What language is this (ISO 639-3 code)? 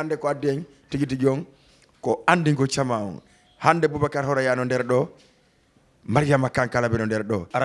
ful